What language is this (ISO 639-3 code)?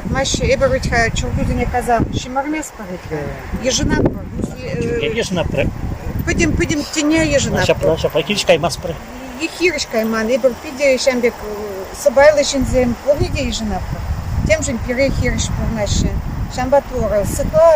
chv